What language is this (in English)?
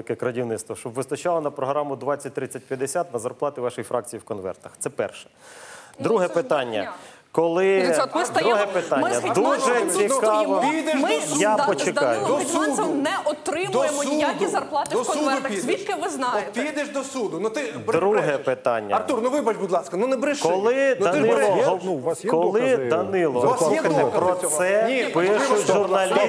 Ukrainian